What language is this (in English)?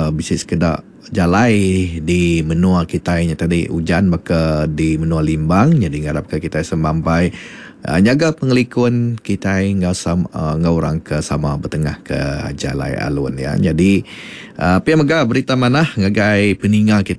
Iban